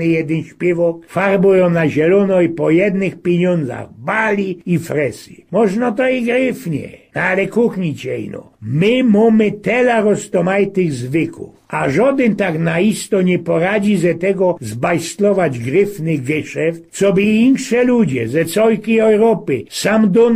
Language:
Silesian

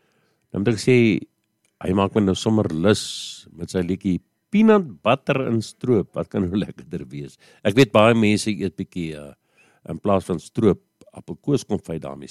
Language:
Afrikaans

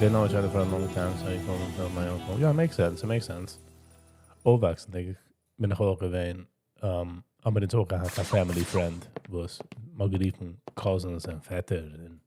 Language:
Yiddish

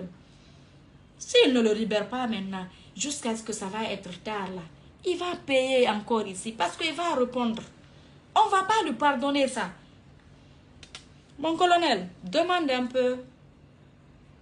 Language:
French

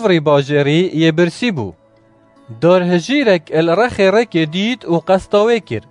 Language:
Kurdish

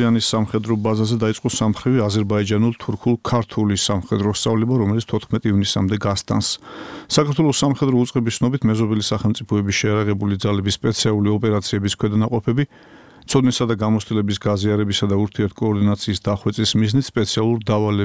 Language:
Georgian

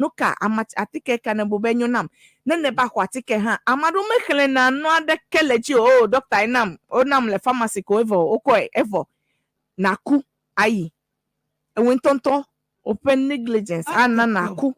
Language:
Ewe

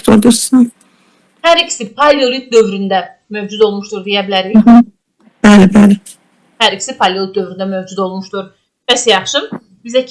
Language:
Azerbaijani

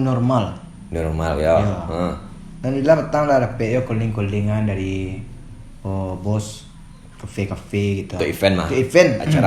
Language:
Minangkabau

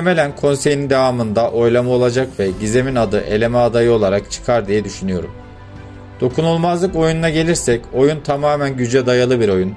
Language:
Turkish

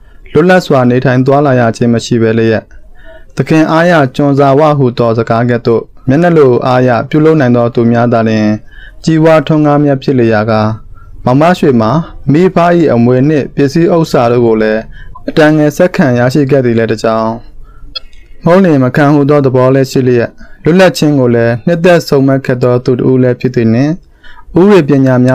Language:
Burmese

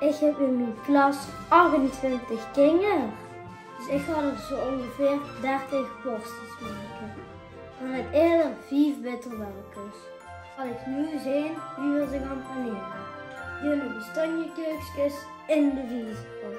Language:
Limburgish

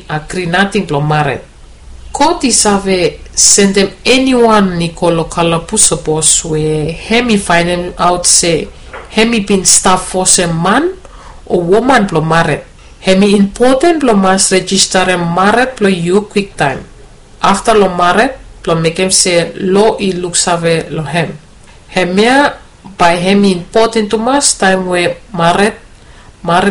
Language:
Bislama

